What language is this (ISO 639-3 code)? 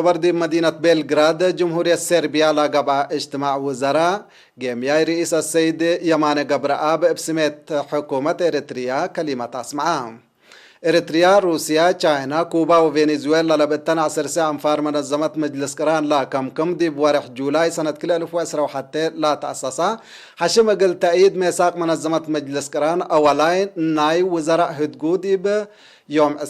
tig